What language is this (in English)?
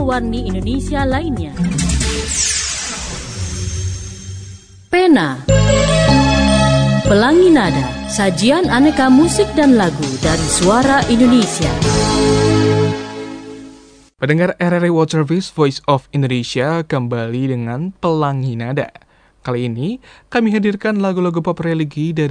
Indonesian